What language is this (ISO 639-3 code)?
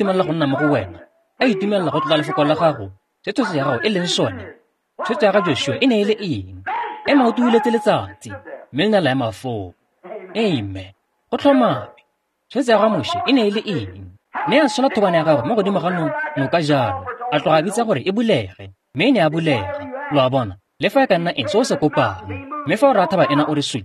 tsn